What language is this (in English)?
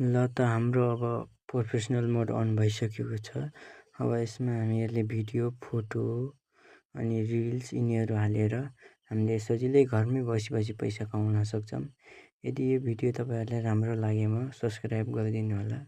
Nepali